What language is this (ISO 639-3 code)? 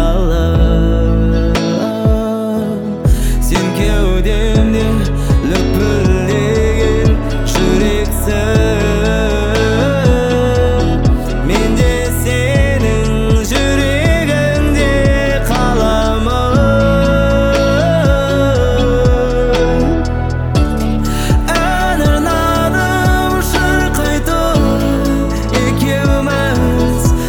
kaz